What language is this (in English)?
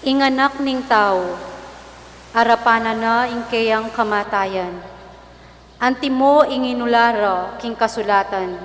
Pampanga